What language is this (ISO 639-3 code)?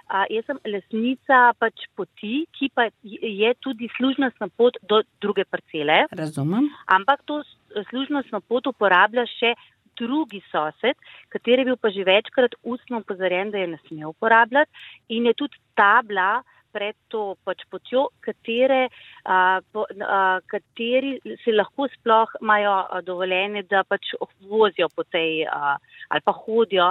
slv